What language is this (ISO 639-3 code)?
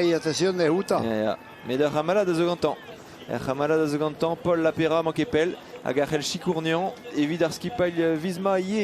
bre